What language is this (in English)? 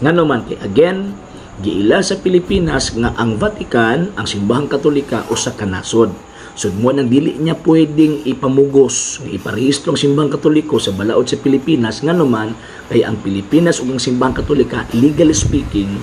Cebuano